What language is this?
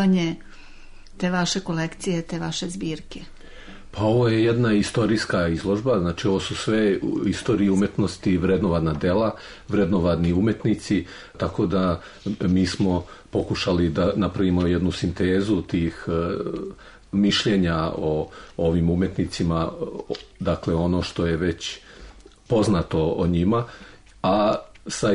Serbian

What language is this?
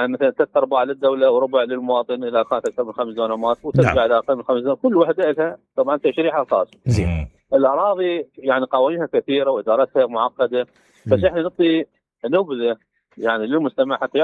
Mesopotamian Arabic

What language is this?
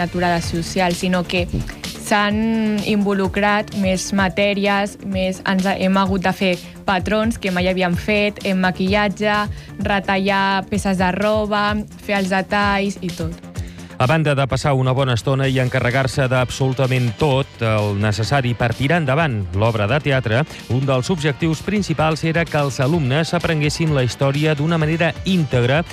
Catalan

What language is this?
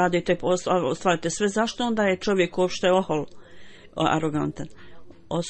Bosnian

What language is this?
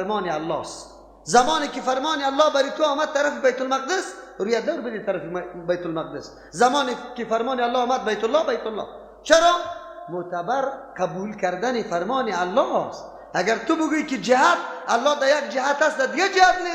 Persian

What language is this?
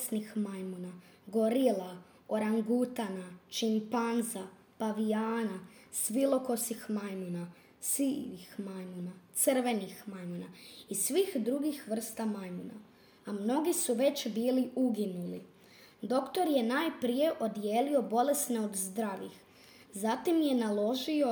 Croatian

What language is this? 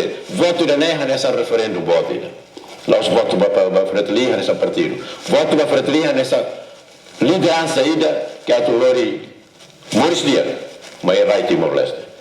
Tetum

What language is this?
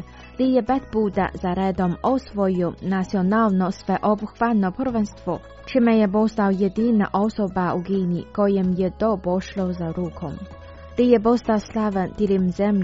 Croatian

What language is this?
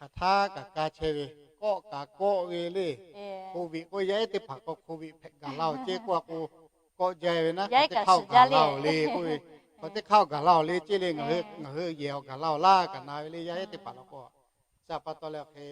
Lahu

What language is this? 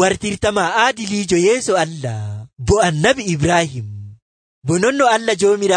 Nigerian Fulfulde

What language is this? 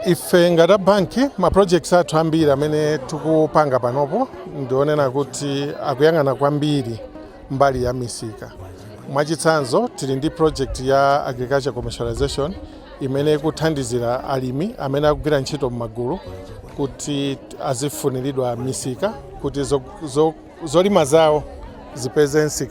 Nyanja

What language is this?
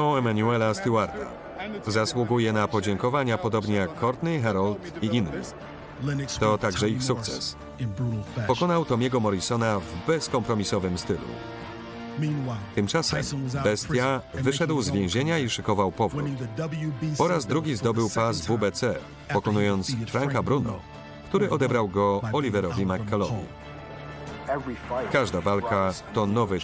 Polish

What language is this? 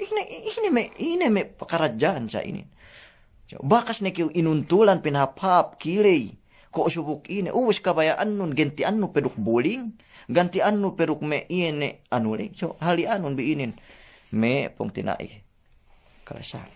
Yakan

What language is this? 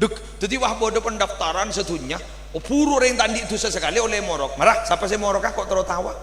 Madurese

